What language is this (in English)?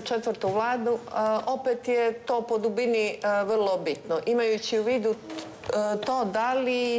Croatian